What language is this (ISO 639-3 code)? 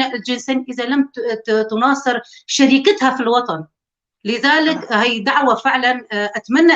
apc